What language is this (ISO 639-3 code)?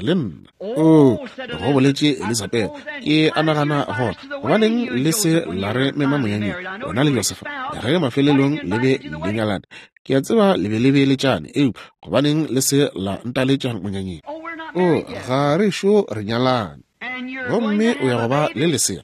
nso